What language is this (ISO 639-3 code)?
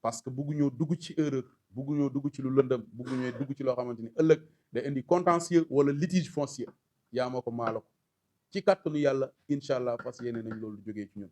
wol